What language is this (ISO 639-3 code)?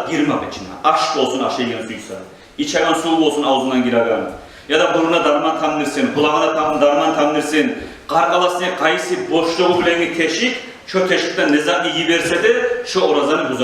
kum